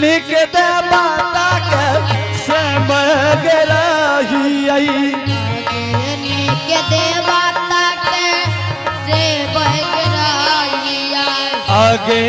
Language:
Angika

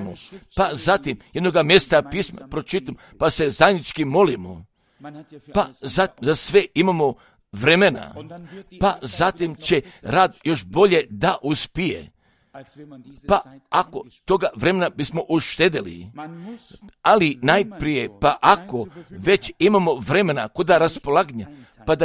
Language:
Croatian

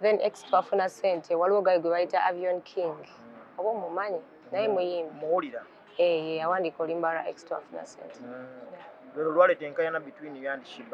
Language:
Ganda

